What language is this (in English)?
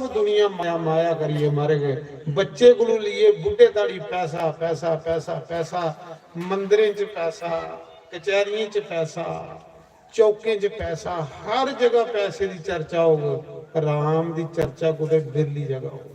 Dogri